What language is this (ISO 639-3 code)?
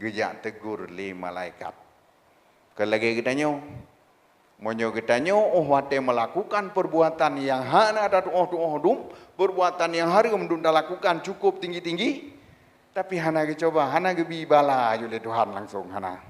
ace